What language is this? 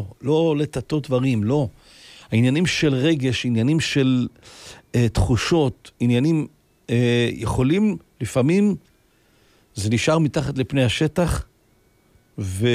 Hebrew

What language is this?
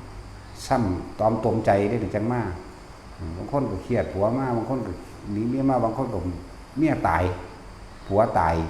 Northeastern Thai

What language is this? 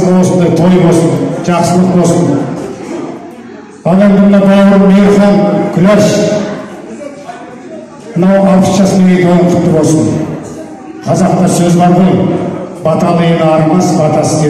Kazakh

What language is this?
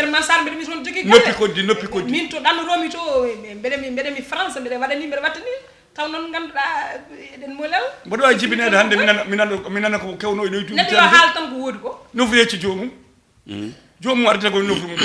Fula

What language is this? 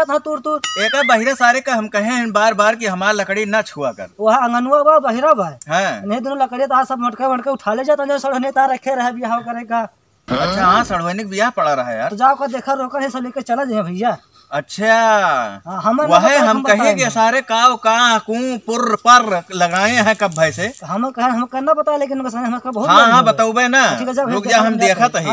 Awadhi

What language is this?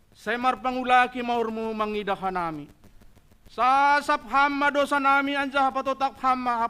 Batak Simalungun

